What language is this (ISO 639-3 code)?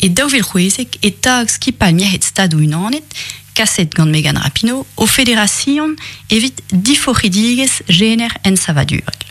bre